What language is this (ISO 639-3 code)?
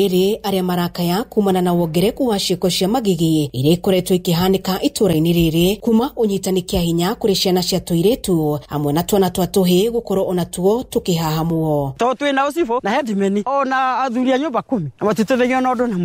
kik